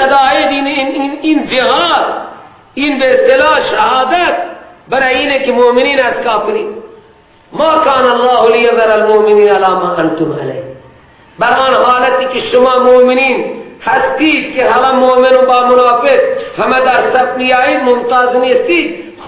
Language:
Persian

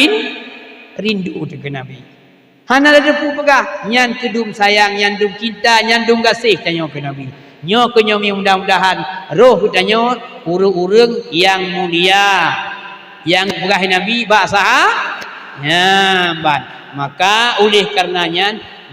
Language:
Achinese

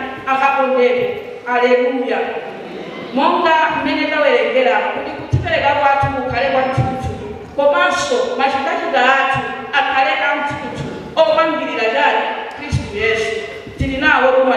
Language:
Nyanja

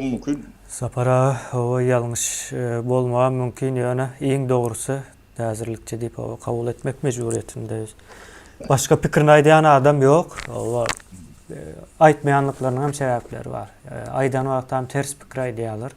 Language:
Turkmen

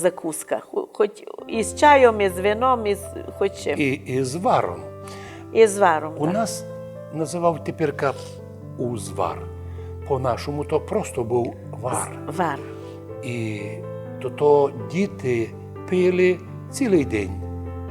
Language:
Rusyn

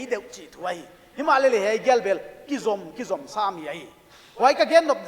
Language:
Paite Chin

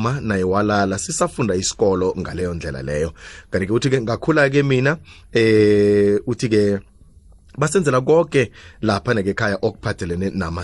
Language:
South Ndebele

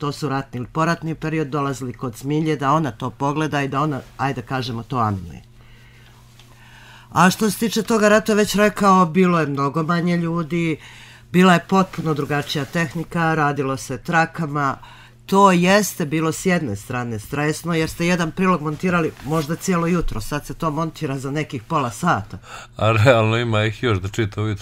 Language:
Bosnian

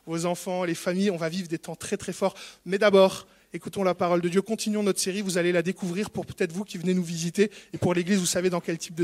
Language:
French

